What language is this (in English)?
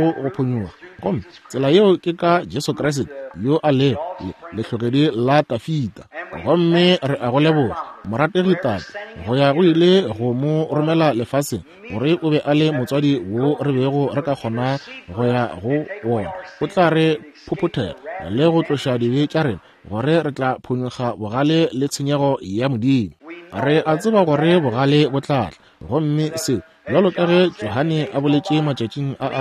Northern Sotho